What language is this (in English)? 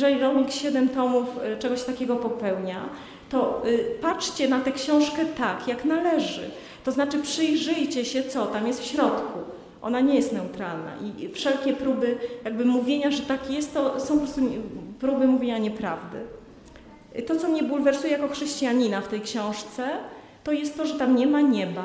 Polish